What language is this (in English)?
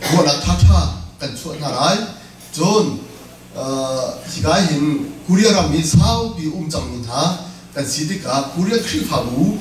Hakha Chin